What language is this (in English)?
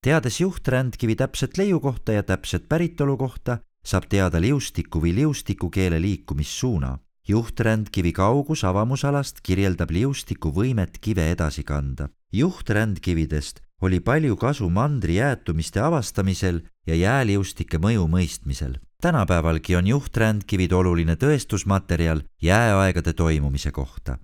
Estonian